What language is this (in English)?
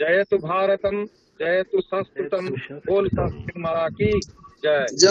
Sanskrit